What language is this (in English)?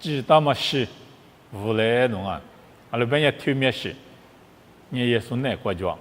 Lisu